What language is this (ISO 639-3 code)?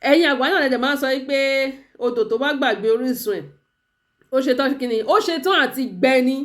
yor